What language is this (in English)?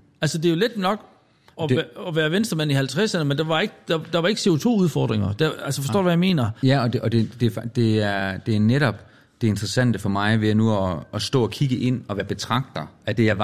Danish